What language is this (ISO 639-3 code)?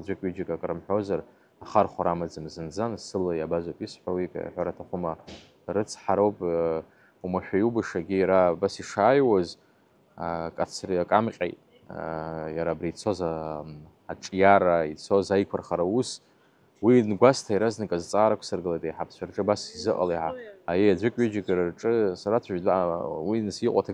abk